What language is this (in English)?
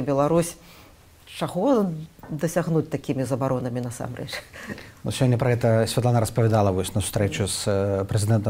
Belarusian